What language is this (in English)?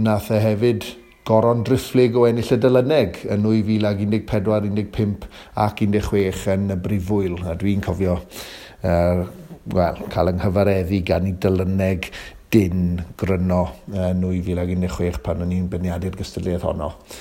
Welsh